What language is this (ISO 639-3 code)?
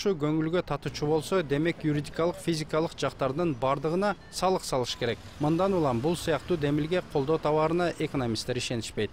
kir